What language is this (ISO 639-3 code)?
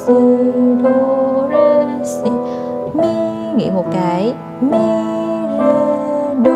vie